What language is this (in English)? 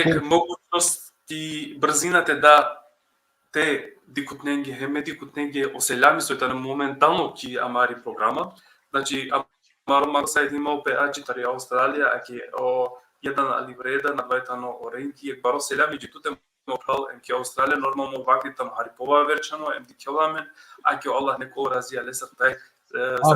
Balkan Romani